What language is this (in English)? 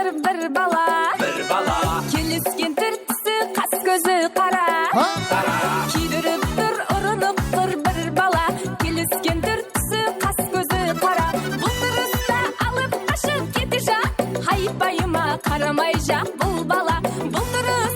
Kara-Kalpak